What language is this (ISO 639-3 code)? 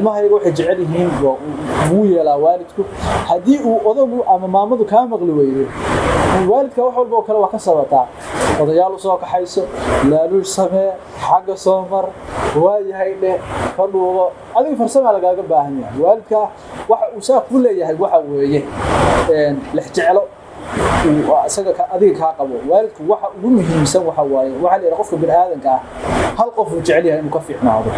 som